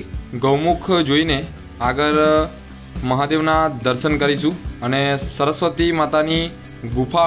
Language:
Gujarati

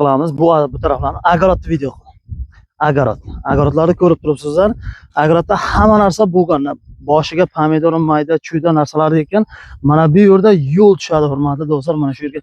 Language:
Uzbek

